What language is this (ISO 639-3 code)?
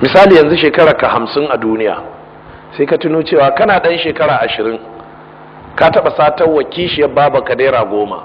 hau